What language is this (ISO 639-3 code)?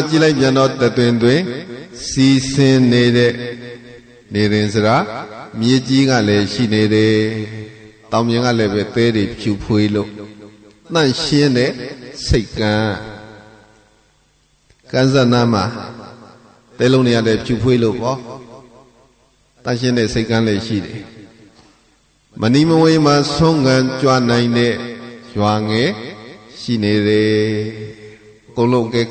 mya